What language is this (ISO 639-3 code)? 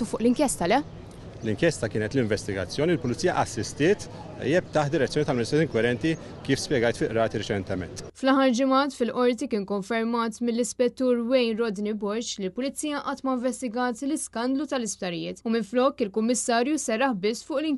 mlt